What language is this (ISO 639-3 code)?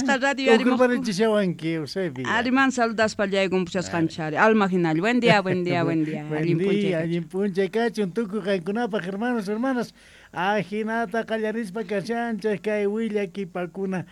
quh